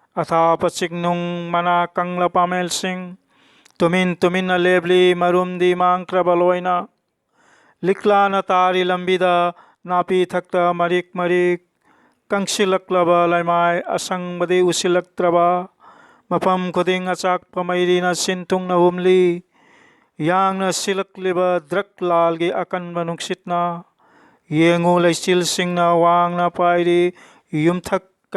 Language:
Manipuri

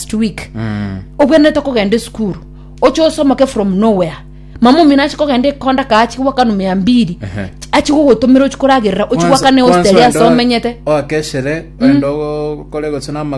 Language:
Gusii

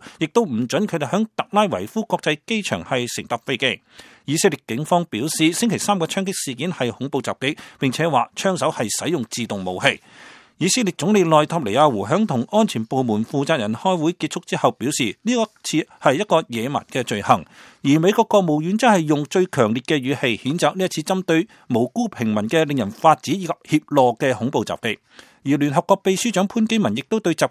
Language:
Cantonese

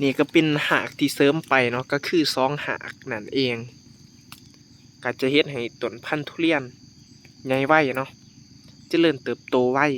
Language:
Lao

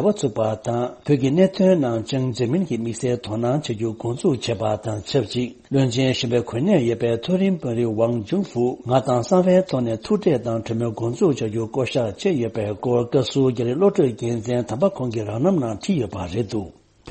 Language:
Tibetan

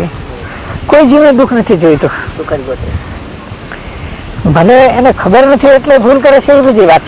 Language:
Gujarati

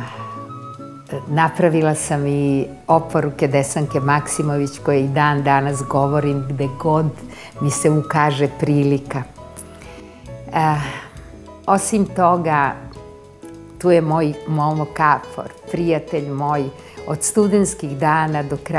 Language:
Serbian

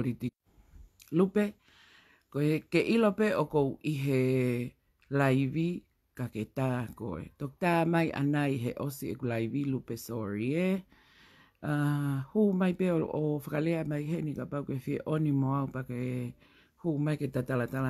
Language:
Tongan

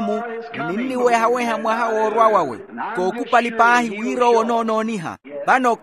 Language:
Makhuwa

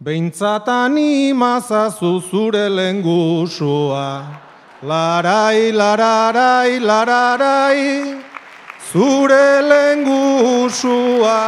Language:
Basque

